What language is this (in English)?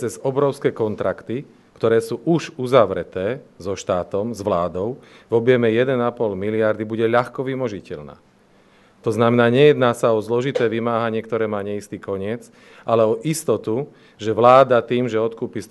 Slovak